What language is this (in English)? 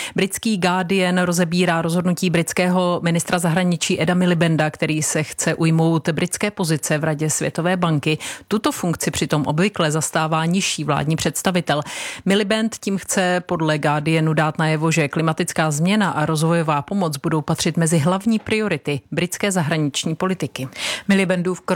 Czech